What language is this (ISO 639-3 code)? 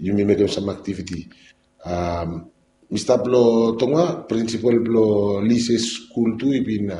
bis